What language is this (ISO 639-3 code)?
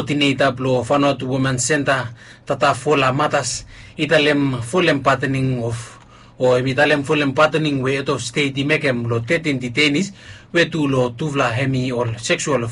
bis